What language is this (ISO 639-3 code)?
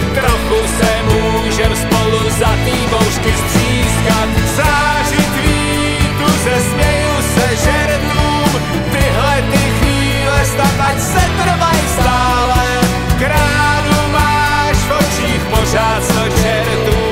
ces